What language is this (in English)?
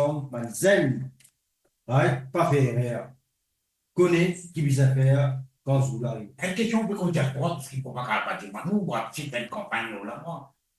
Morisyen